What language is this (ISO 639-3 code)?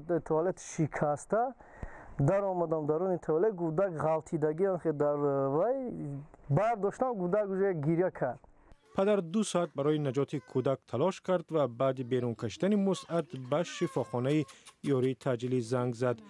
tgk